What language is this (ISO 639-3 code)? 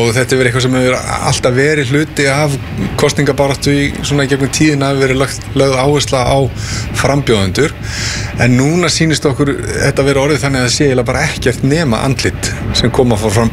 isl